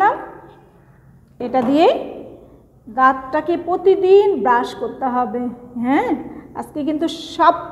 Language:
Bangla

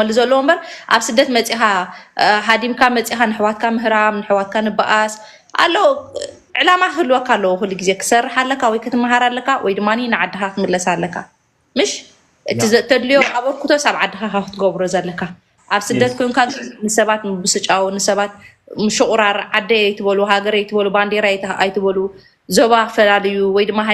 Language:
Tigrinya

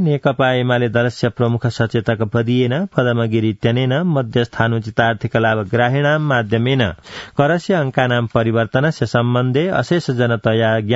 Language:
Sanskrit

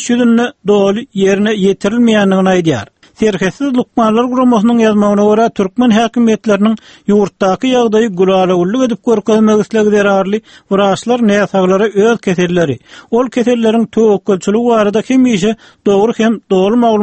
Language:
Turkmen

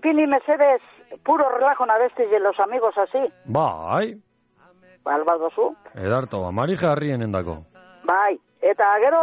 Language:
Basque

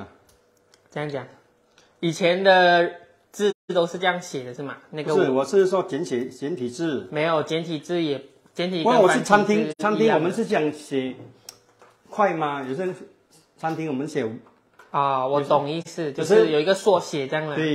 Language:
Chinese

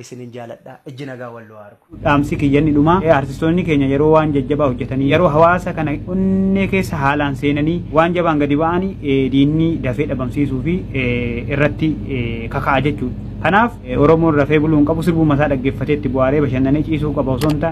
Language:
Oromo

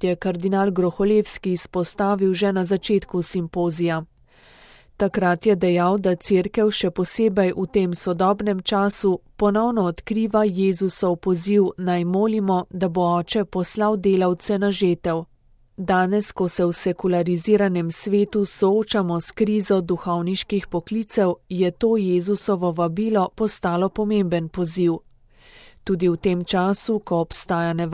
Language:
Slovenian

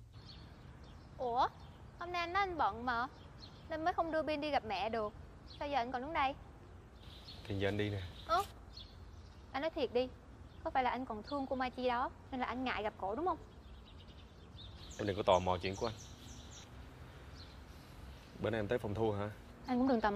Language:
Vietnamese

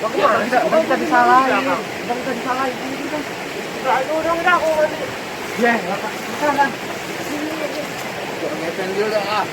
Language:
Betawi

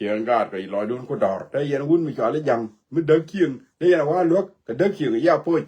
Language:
Nuer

